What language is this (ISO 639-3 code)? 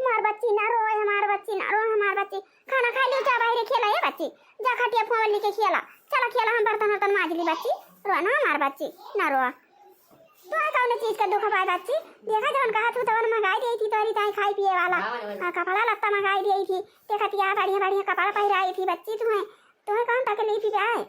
awa